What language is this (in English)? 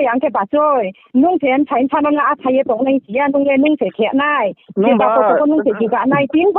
Riang (India)